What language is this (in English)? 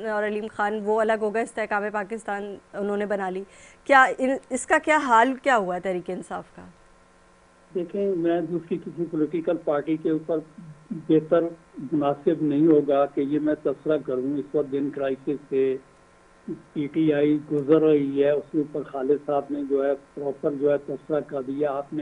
Urdu